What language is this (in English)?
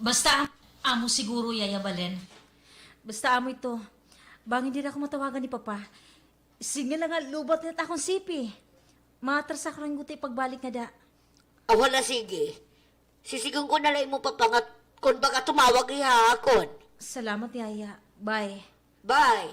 Waray